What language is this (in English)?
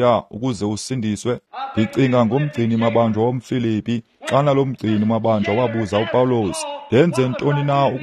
Xhosa